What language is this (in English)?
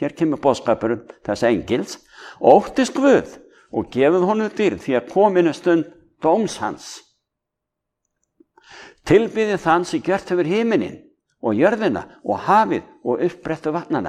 Icelandic